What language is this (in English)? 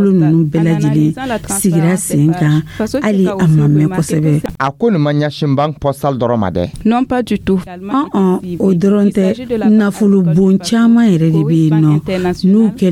Dyula